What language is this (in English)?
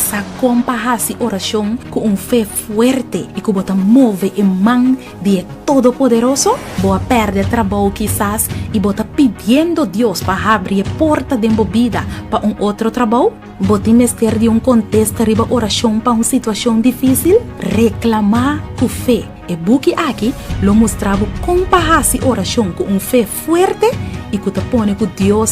Papiamento